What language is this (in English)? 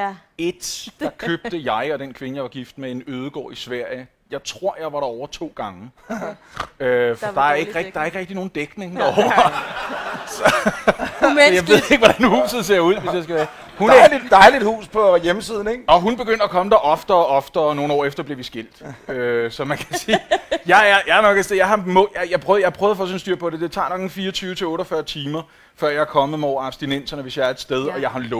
Danish